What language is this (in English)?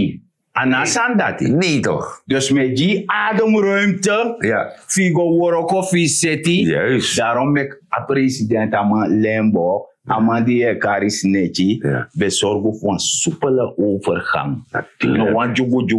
Sranan Tongo